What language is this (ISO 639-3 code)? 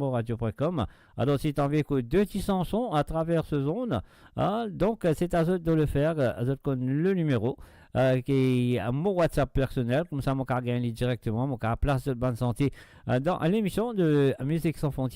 mfe